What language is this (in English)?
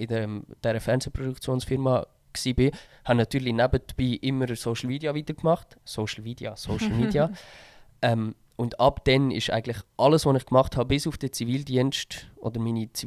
Swiss German